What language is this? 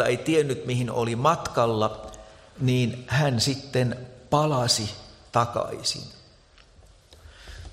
Finnish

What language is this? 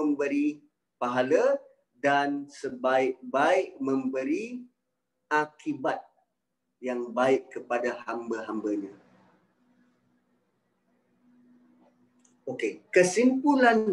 Malay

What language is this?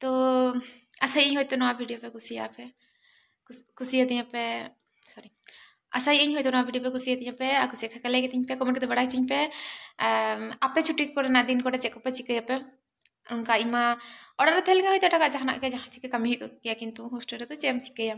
Santali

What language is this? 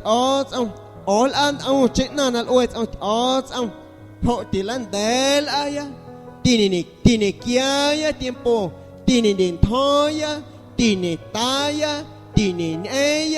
Guerrero Amuzgo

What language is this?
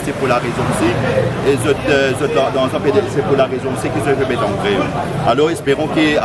Morisyen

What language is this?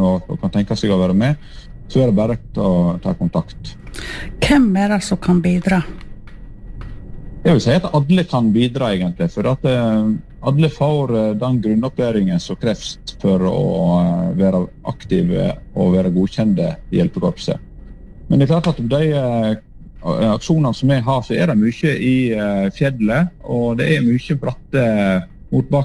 Norwegian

